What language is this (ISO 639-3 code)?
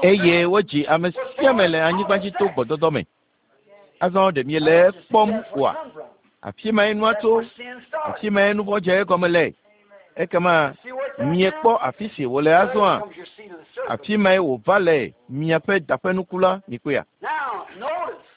ewe